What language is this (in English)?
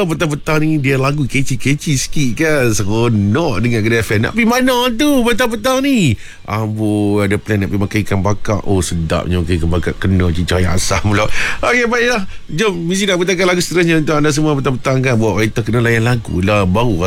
Malay